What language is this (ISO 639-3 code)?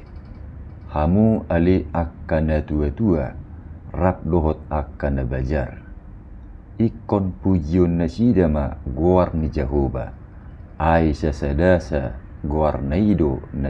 bbc